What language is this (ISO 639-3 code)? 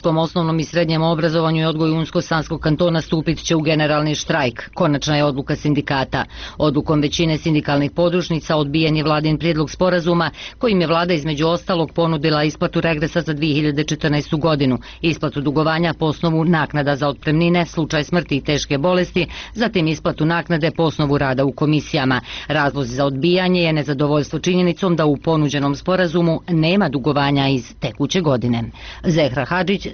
bos